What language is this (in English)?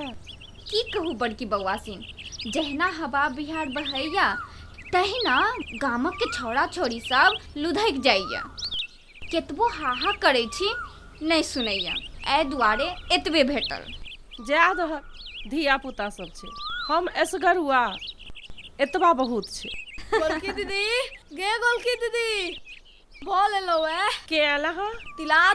Maithili